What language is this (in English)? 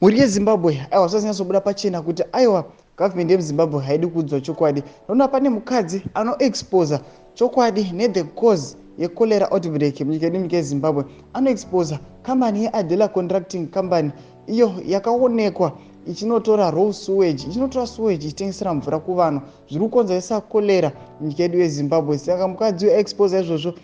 Shona